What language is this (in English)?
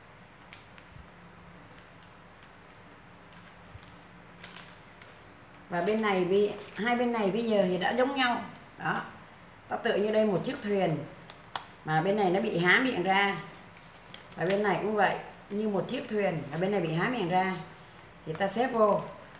Vietnamese